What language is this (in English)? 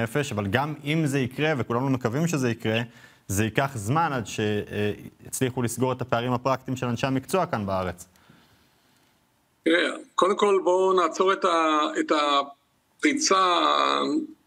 Hebrew